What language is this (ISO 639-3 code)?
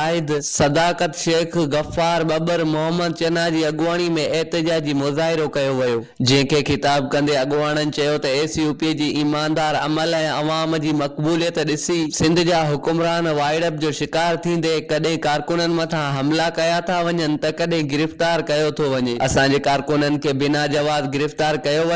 snd